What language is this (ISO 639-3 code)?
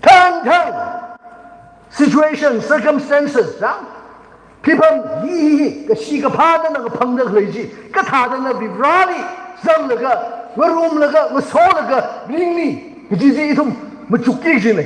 nmf